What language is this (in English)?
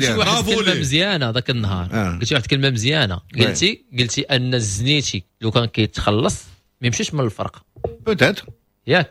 Moroccan Arabic